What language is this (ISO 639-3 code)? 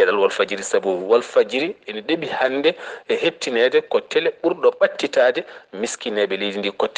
ful